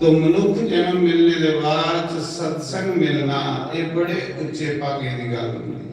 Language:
Dogri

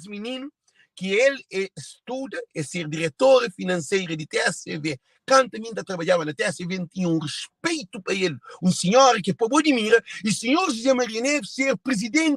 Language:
Kabuverdianu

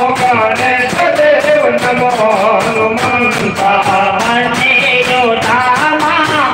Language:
Gujarati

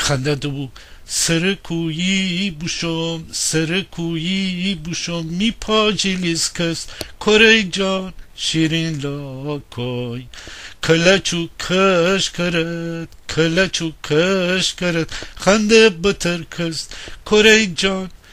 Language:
Gilaki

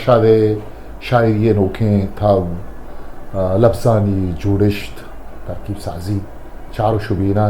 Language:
Eastern Balochi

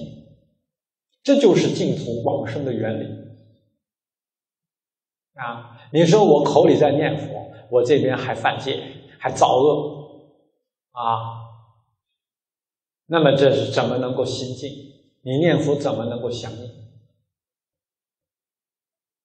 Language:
Chinese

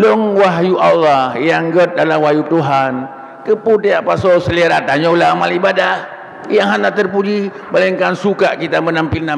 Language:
Achinese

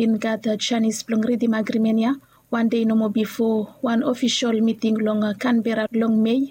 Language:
Bislama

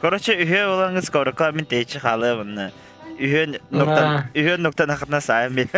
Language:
Yakut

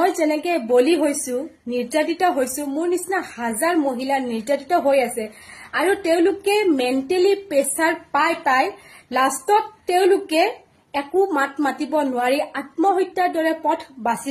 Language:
Assamese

